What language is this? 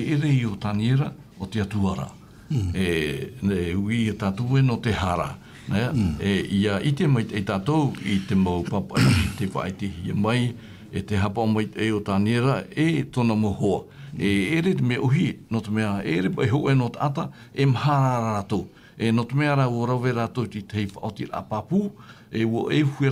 Tahitian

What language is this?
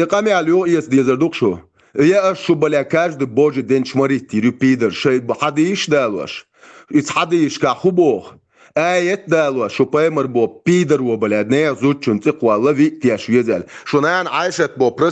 Chechen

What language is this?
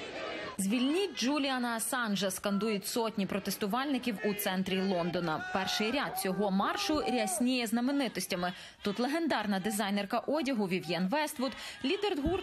Ukrainian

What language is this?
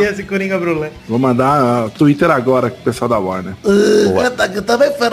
Portuguese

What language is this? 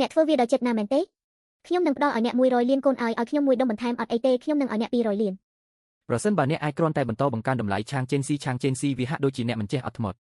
Khmer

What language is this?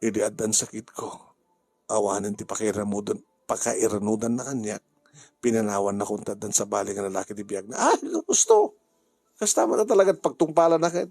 Iloko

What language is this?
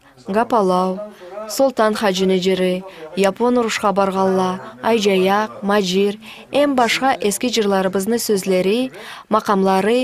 Karachay-Balkar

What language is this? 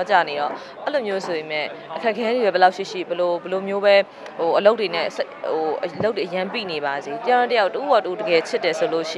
Burmese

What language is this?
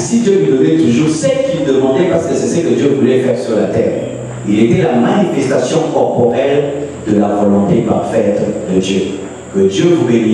French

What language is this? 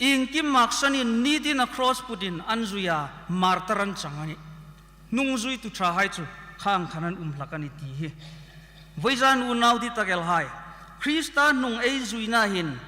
Hmar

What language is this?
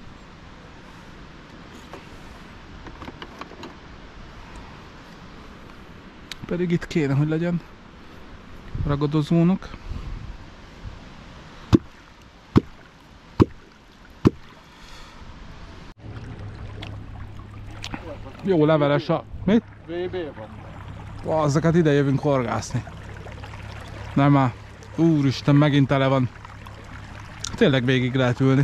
Hungarian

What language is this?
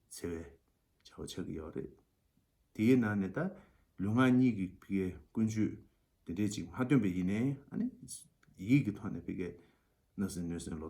Tibetan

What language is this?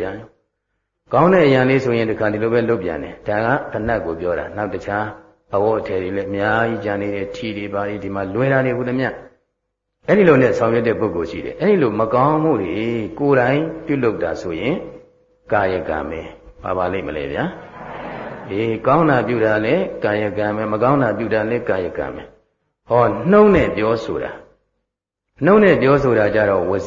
Burmese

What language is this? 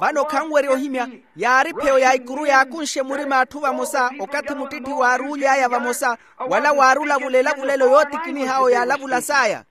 Makhuwa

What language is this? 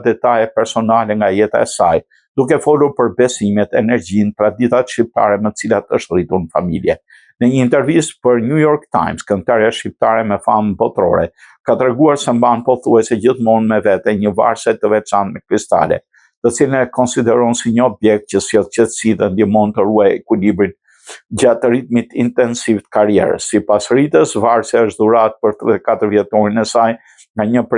Albanian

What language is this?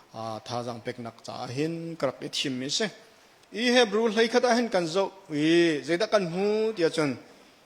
Hakha Chin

